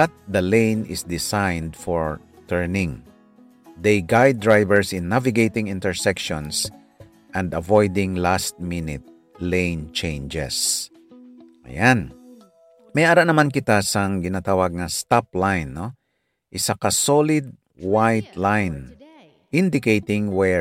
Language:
Hiligaynon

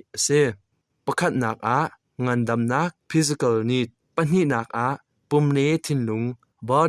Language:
Hakha Chin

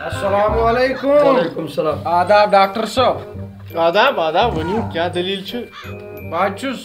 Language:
Kashmiri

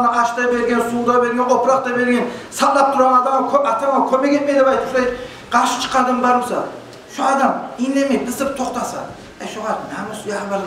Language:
Kumyk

